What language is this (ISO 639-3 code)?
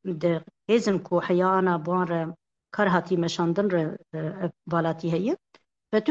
kur